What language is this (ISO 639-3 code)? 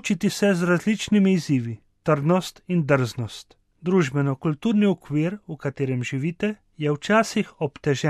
slv